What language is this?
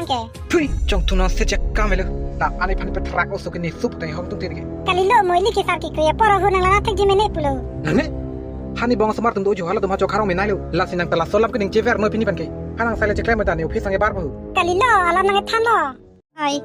Karbi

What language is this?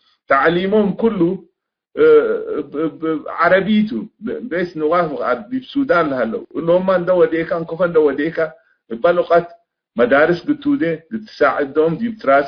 Tigre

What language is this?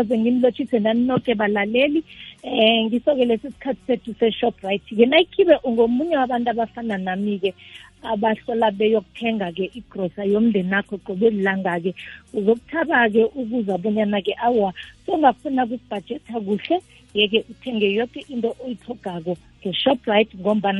South Ndebele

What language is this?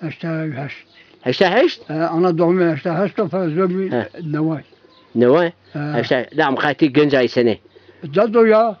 Zaza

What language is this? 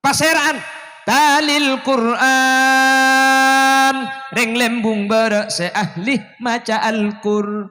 Madurese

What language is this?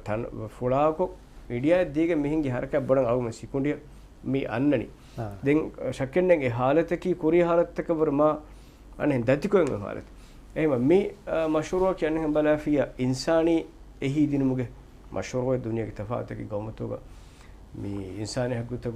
Divehi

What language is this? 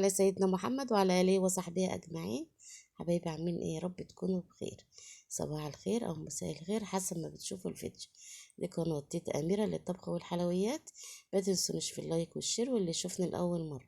Egyptian Arabic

